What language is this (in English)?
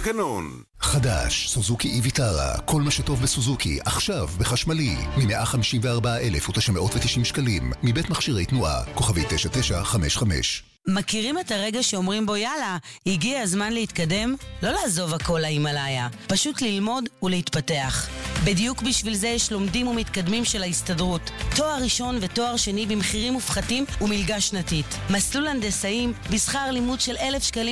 Hebrew